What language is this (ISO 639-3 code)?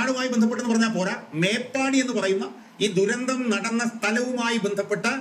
mal